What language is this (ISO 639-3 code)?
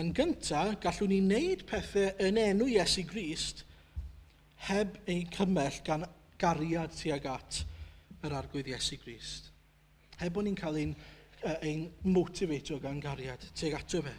cym